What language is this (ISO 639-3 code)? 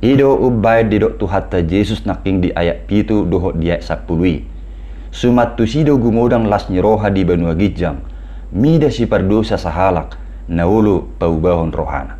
bbc